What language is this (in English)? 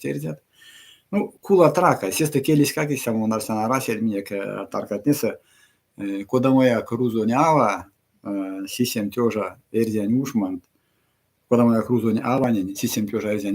Erzya